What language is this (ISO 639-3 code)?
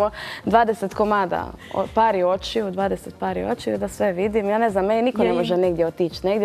hrv